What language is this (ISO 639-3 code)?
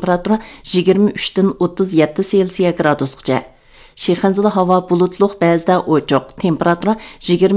uig